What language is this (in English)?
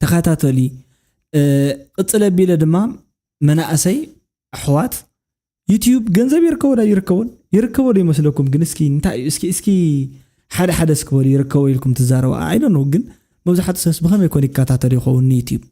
Tigrinya